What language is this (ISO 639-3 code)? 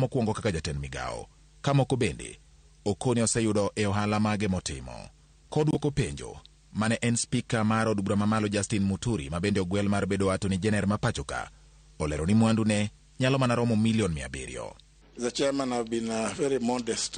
luo